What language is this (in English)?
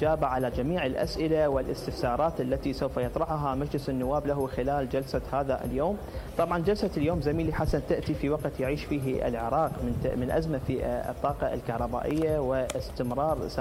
Mesopotamian Arabic